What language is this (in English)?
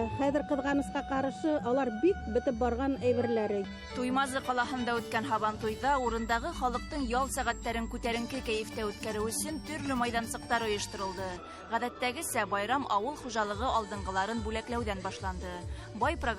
Bashkir